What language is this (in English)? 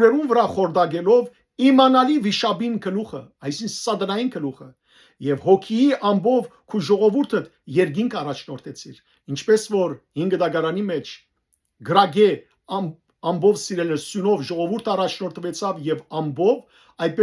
Western Armenian